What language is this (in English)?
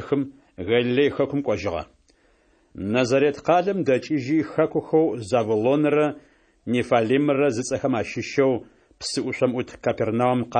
Adyghe